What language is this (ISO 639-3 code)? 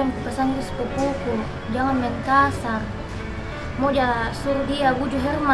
mfp